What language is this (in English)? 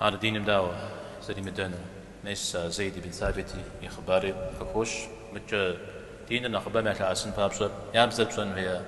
Kabardian